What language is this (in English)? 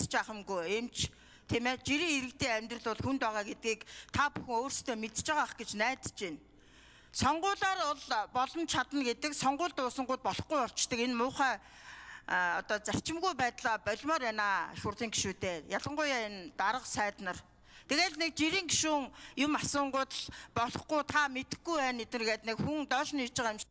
Mongolian